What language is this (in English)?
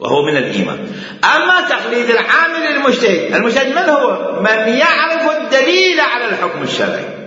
Mesopotamian Arabic